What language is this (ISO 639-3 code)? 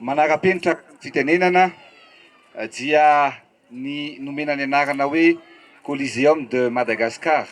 mlg